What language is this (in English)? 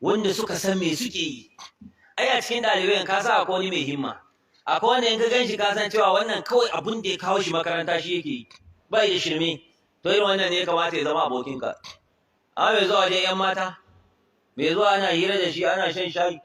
Hausa